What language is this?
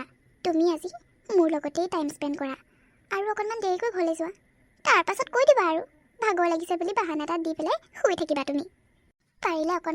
Assamese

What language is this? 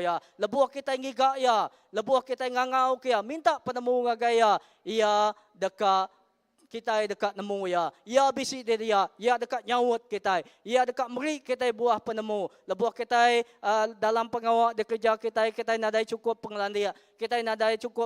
Iban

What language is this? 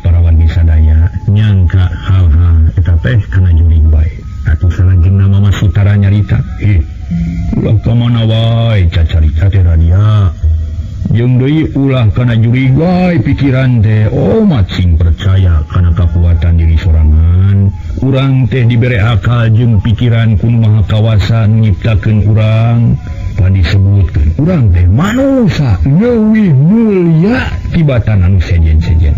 Sundanese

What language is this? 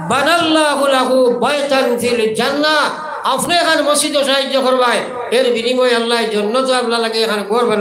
Sylheti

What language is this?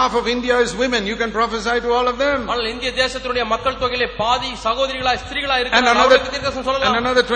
Tamil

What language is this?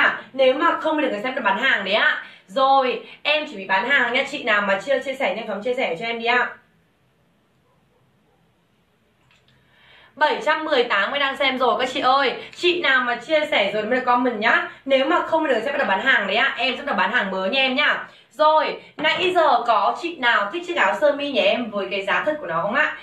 Vietnamese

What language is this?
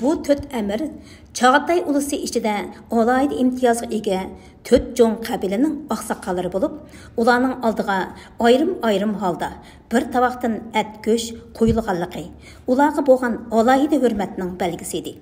Uyghur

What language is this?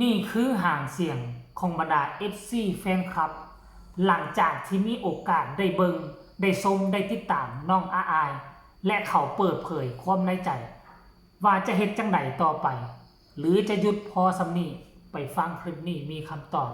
Northeastern Thai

